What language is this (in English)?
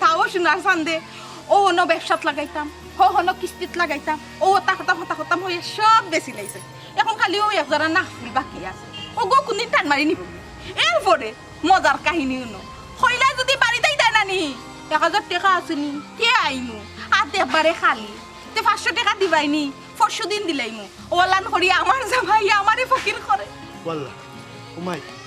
Sylheti